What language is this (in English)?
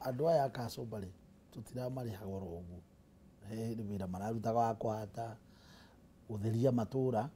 Kikuyu